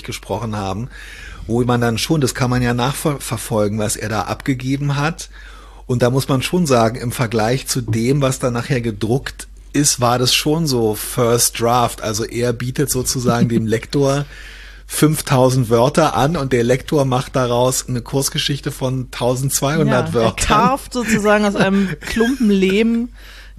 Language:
German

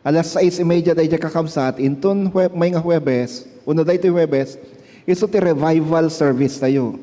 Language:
Iloko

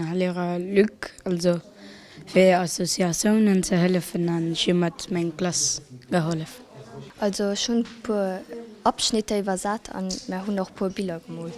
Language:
Luxembourgish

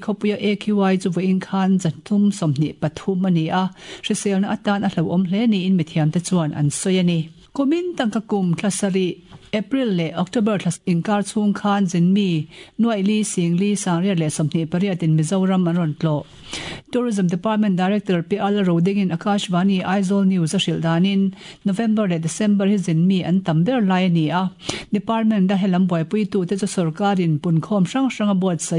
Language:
Mizo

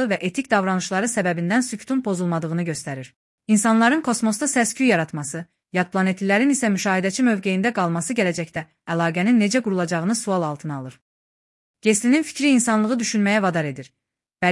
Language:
Azerbaijani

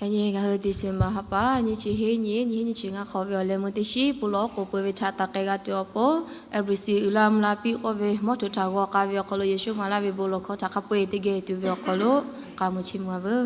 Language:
Lahu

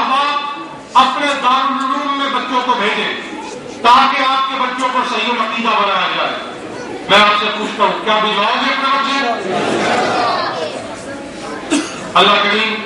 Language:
Urdu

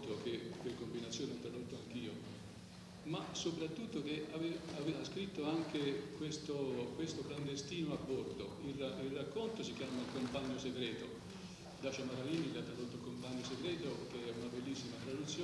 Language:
Italian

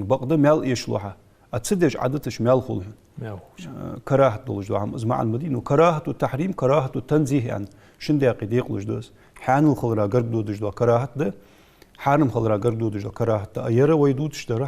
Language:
Ingush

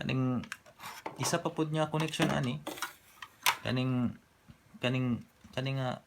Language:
Cebuano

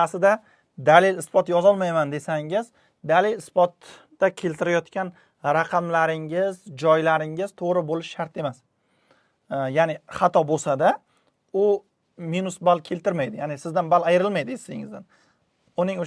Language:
Uzbek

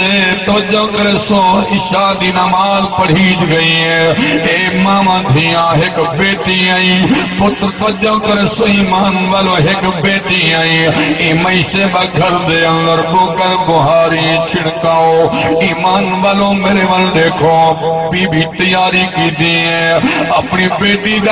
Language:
Saraiki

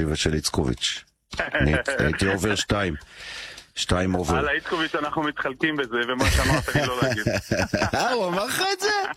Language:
Hebrew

